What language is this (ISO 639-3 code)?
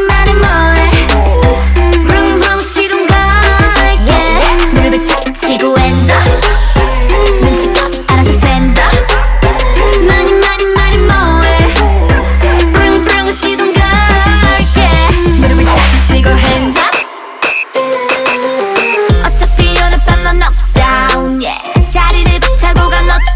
kor